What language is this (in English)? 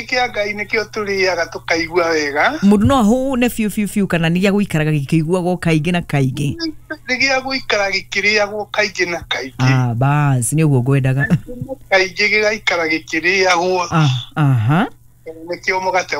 Kikuyu